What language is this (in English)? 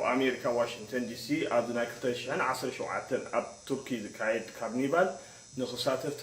Tigrinya